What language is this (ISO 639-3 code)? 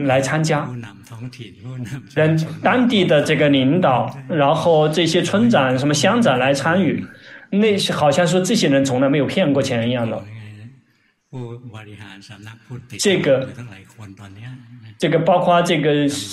zho